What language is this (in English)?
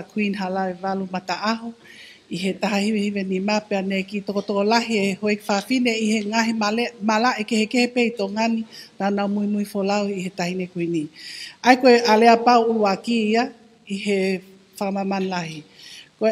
Tongan